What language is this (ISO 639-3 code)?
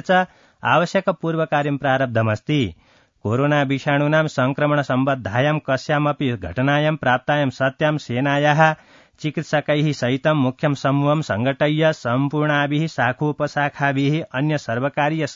san